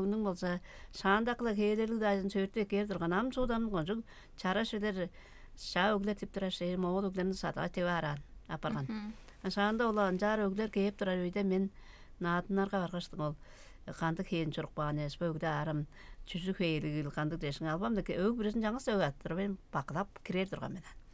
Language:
Tuvinian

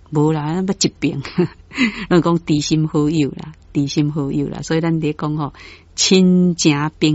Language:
Min Nan Chinese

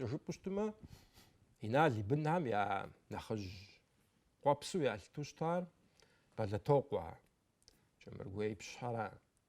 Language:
Kabardian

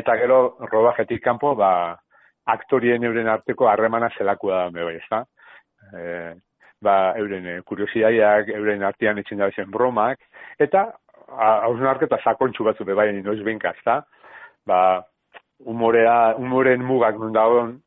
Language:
Basque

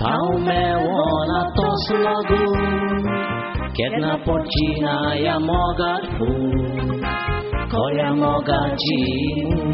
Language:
Konkani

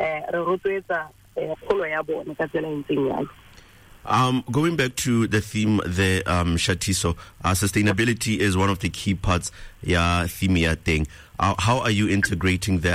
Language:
Tswana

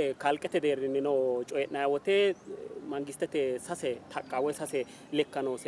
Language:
Sidamo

